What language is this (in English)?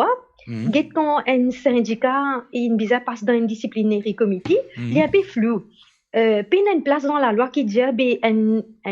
Morisyen